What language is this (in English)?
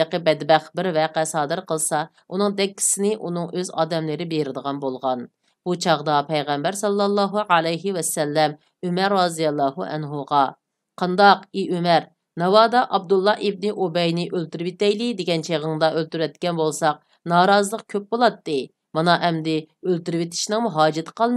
Uyghur